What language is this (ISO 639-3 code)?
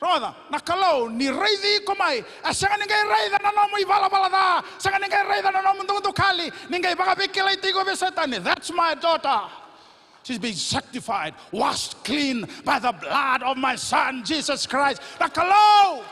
fij